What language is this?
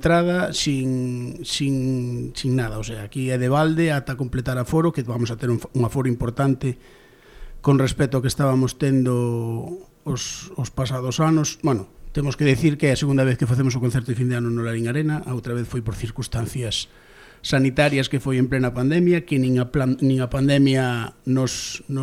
Galician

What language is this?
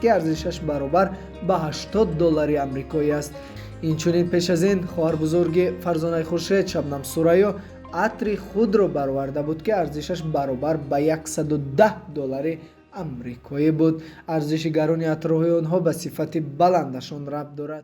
Tajik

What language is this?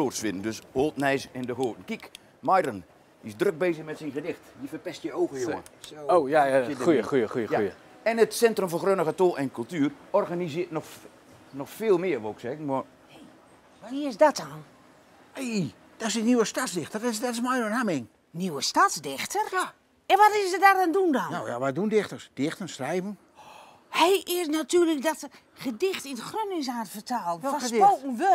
Gronings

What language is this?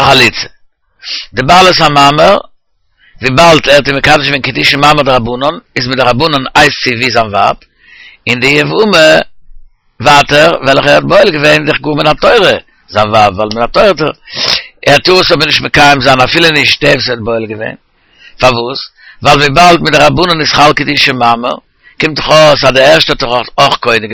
Yiddish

